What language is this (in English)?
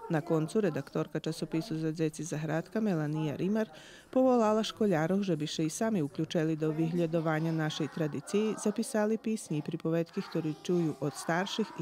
Rusyn